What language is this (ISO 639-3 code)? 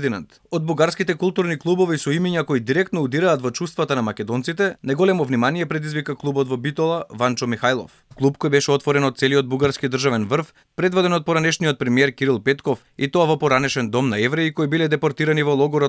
mkd